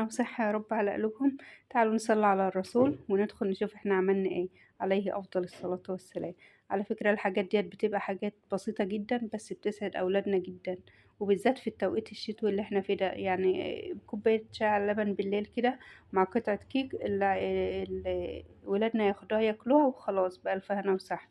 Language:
Egyptian Arabic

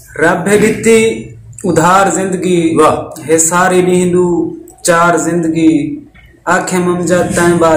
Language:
Saraiki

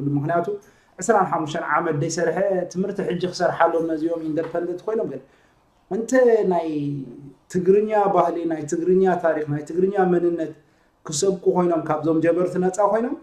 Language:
Tigrinya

